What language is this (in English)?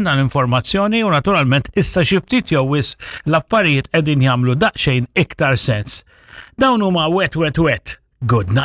Maltese